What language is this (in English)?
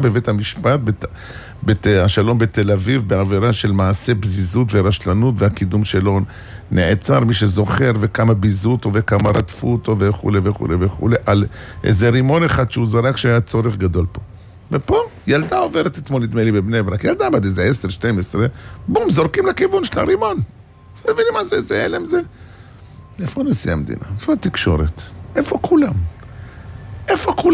Hebrew